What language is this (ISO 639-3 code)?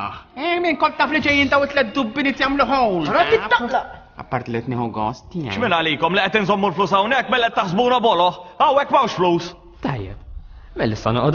mlt